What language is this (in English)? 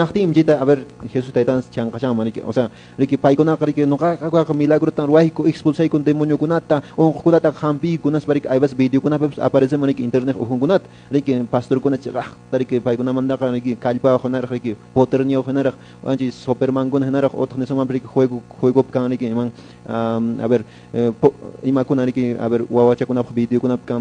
Quechua